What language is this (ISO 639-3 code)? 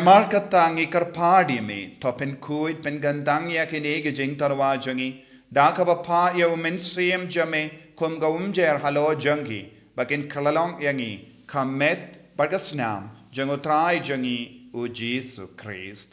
kha